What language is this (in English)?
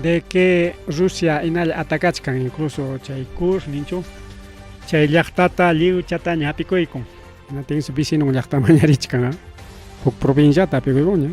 Ayacucho Quechua